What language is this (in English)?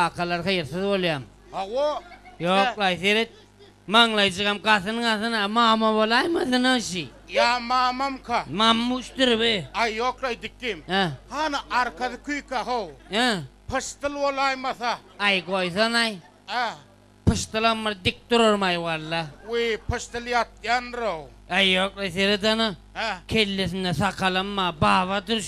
Turkmen